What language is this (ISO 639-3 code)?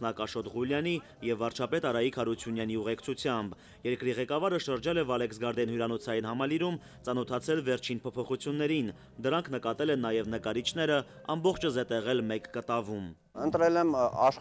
hye